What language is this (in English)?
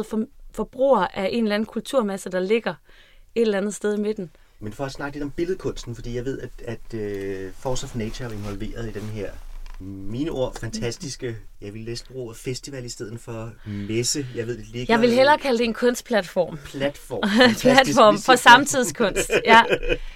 Danish